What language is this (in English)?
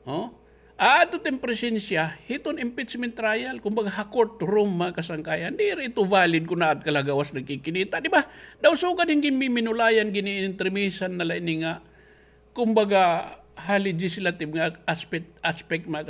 Waray